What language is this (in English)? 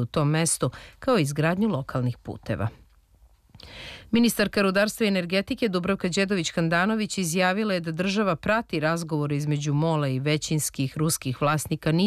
Serbian